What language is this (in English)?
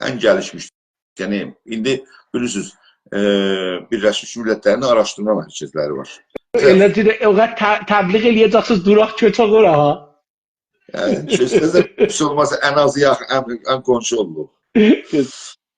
South Azerbaijani